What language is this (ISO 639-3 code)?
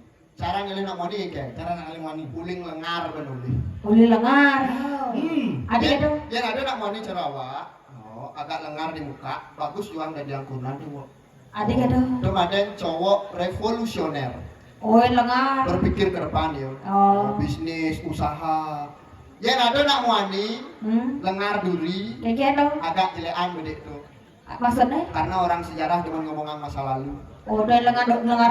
ban